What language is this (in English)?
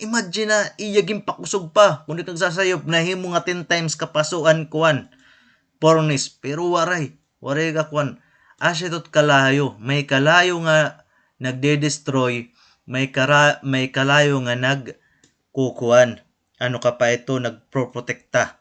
Waray